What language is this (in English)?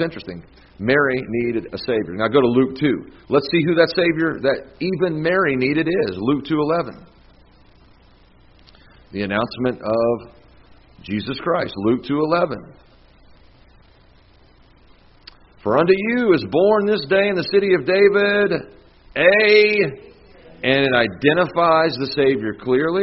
English